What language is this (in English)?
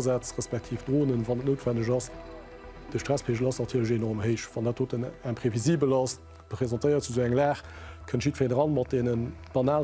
Luxembourgish